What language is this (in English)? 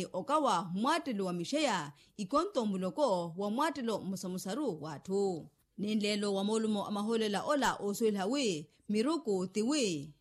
Makhuwa